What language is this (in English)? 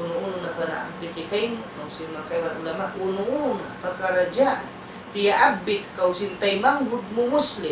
Tausug